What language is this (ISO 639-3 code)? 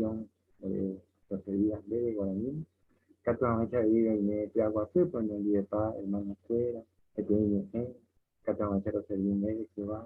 grn